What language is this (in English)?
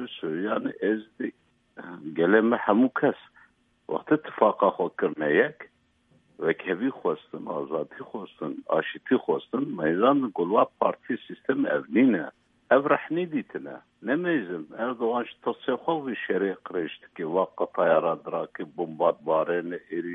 Kurdish